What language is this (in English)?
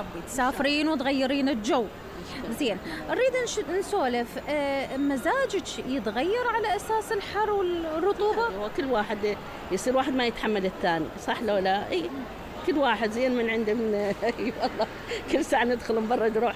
Mesopotamian Arabic